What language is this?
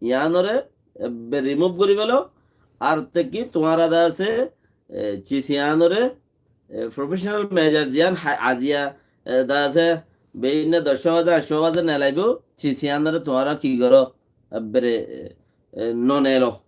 Rohingya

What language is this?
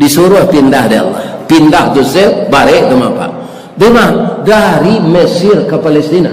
Minangkabau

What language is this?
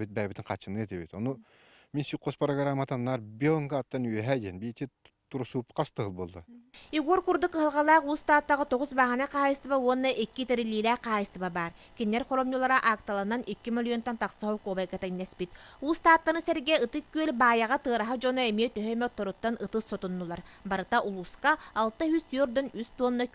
Yakut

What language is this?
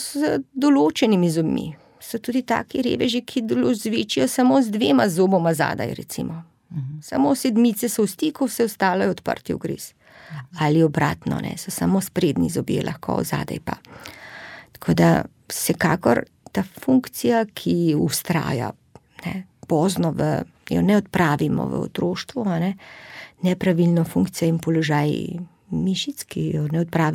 Slovenian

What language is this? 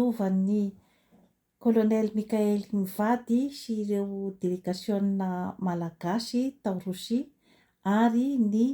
Malagasy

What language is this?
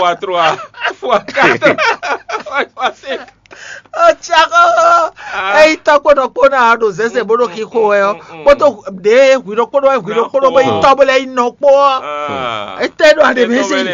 Fon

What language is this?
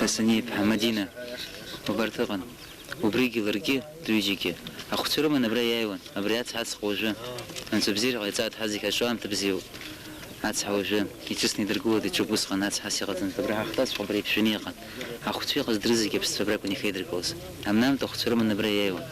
Abkhazian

